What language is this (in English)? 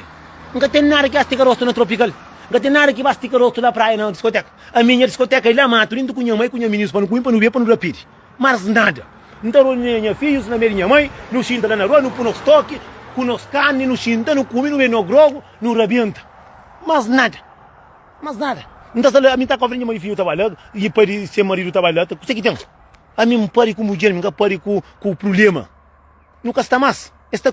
Kabuverdianu